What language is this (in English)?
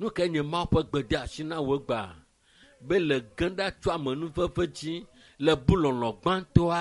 Ewe